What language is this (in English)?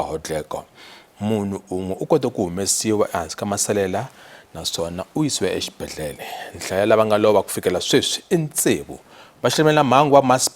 Tsonga